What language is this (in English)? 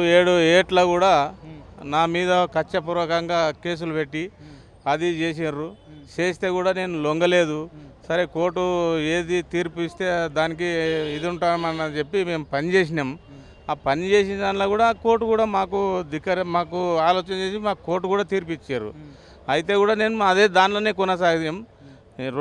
Telugu